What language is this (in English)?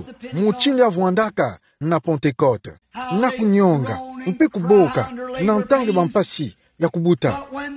Kituba (Democratic Republic of Congo)